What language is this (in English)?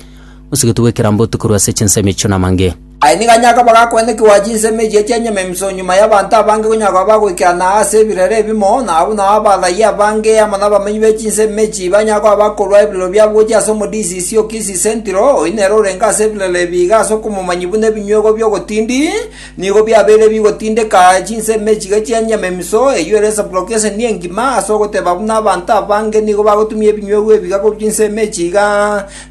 Gusii